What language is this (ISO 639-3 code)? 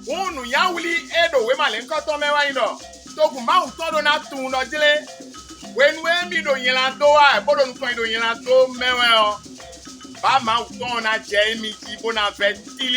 fon